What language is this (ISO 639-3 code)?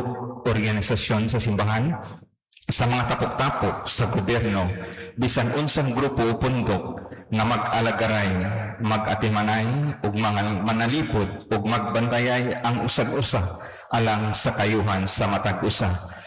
ceb